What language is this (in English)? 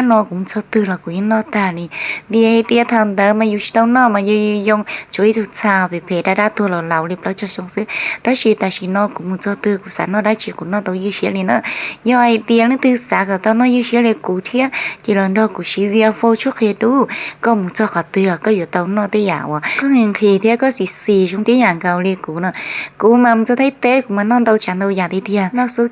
Hmong